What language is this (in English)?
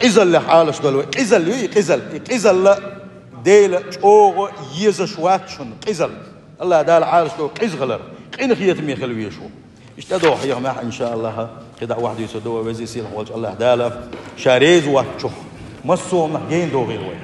Chechen